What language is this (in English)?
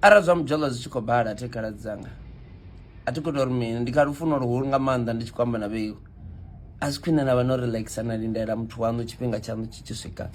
Venda